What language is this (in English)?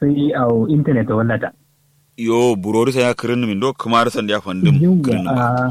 Kanuri